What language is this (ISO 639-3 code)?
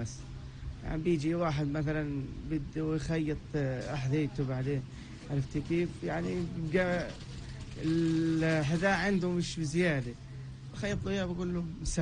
apc